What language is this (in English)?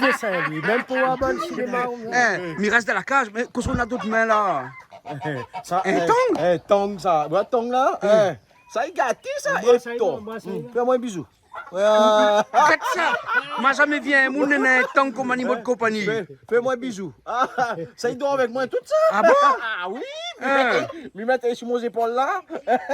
Réunion Creole French